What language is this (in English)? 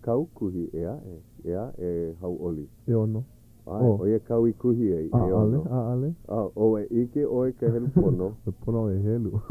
Hawaiian